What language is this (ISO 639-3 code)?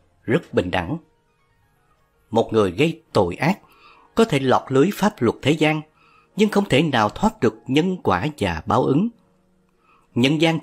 vie